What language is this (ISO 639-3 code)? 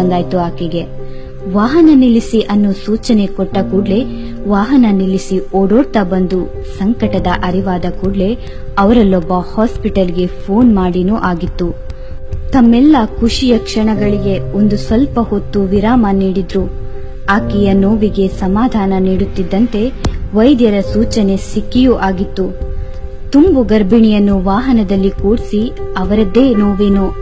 kan